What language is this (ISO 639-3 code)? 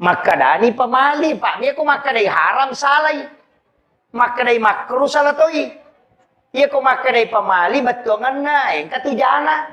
bug